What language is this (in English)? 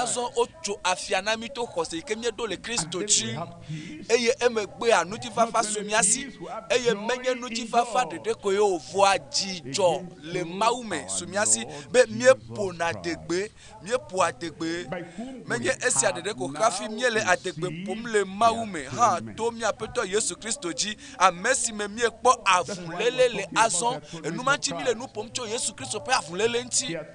Ewe